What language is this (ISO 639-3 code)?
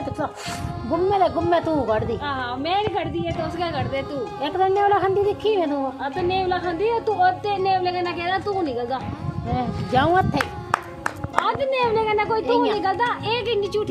doi